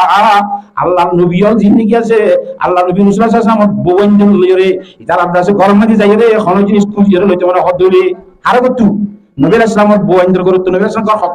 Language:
Rohingya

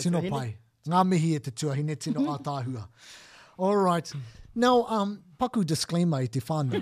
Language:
Māori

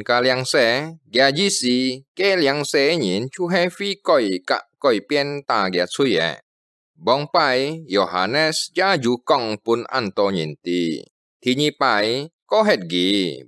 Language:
Hakka Chinese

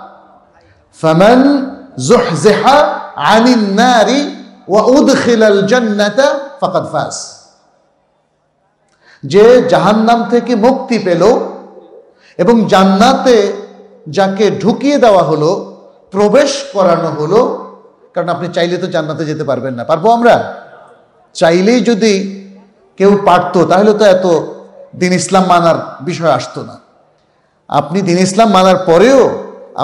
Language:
Bangla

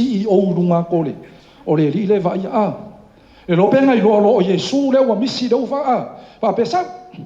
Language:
Samoan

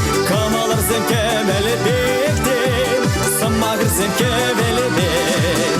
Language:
Chuvash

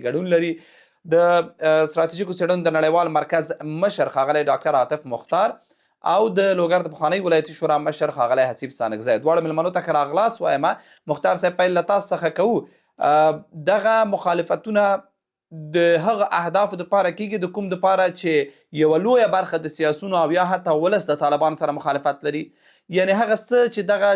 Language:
Pashto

